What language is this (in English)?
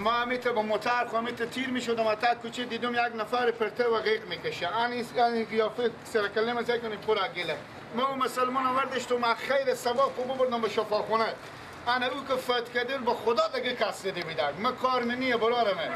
Persian